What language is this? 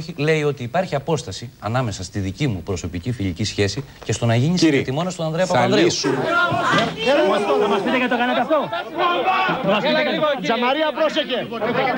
Greek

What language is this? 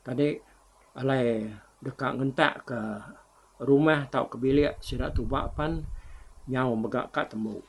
Iban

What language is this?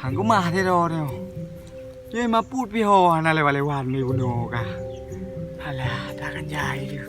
Achinese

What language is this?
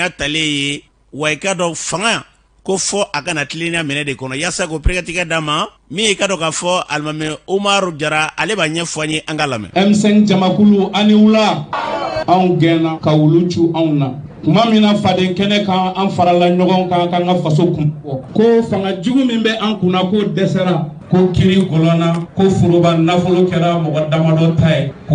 Bambara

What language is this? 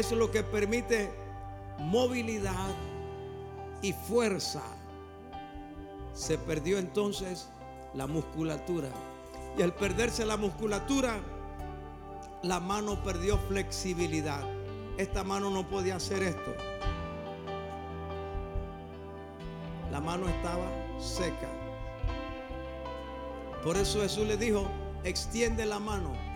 Spanish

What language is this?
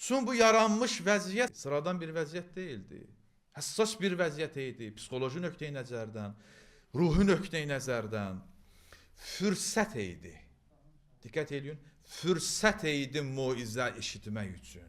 Azerbaijani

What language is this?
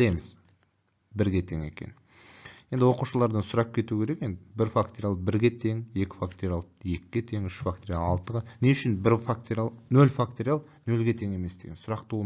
Kazakh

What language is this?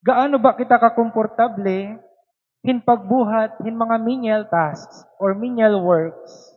Waray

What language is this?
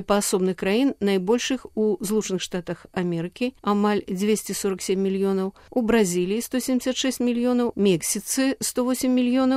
Belarusian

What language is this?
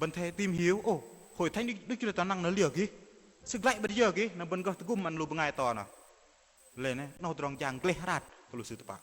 Bahnar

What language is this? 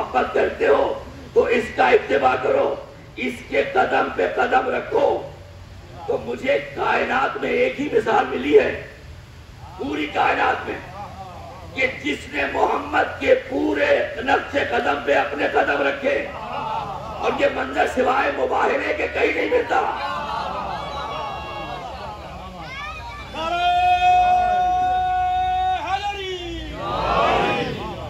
Urdu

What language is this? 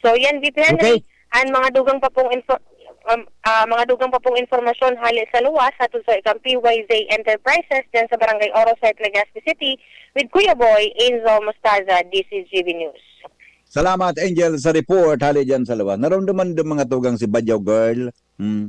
Bikol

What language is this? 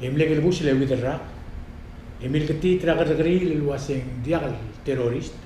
Palauan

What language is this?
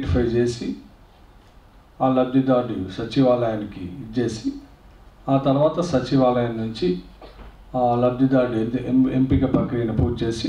Telugu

